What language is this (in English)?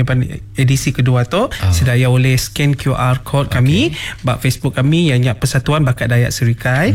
Iban